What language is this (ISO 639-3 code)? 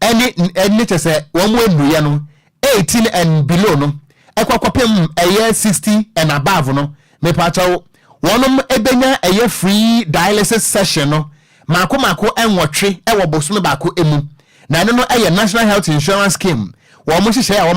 aka